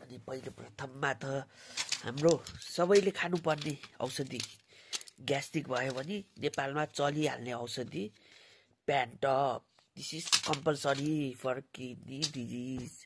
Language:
Nepali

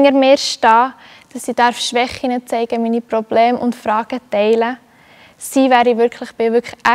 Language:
Swiss German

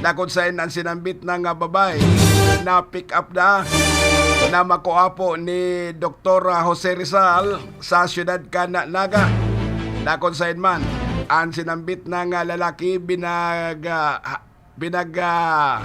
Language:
Bikol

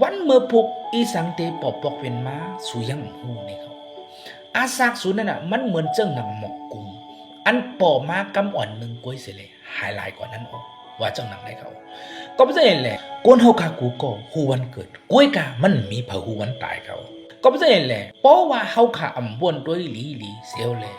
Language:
Shan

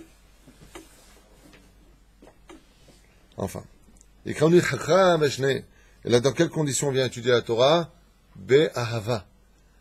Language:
French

